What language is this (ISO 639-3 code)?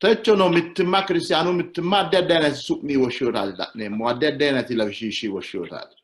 sid